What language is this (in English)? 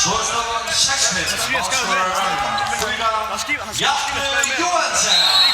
Faroese